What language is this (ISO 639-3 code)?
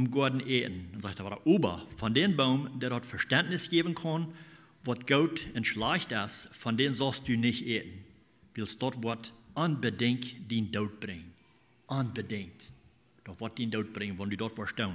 pdt